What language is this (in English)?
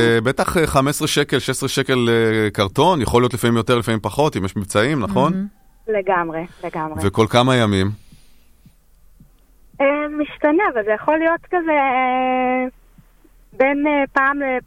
Hebrew